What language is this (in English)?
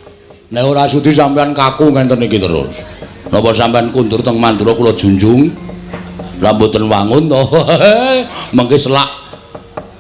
Javanese